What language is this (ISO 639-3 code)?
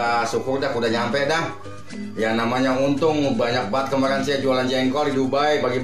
bew